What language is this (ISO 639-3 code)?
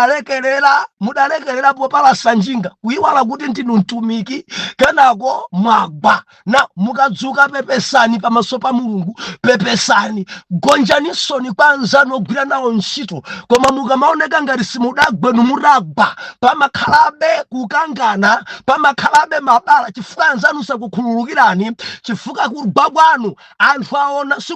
nya